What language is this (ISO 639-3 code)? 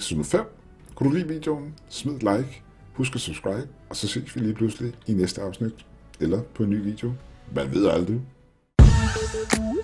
dan